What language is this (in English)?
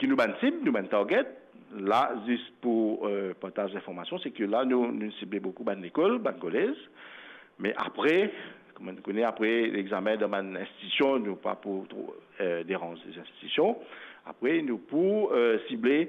Morisyen